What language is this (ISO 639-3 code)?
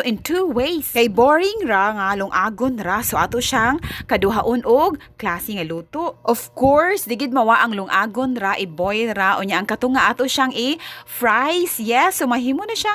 ceb